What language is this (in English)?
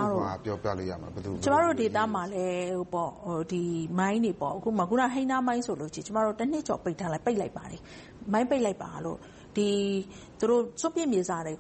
Burmese